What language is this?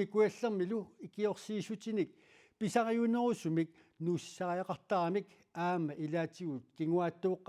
Kalaallisut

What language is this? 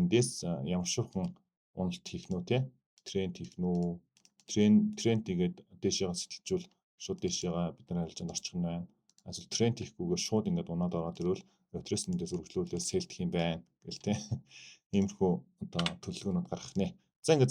Mongolian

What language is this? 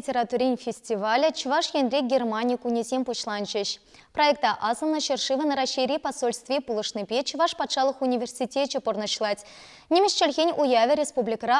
Chuvash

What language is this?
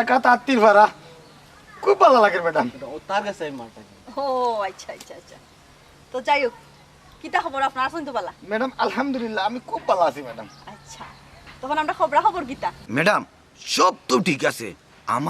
Sylheti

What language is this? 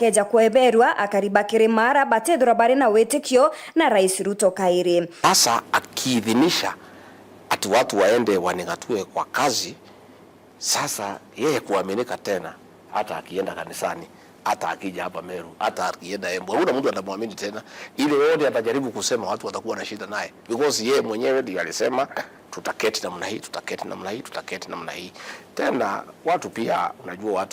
Meru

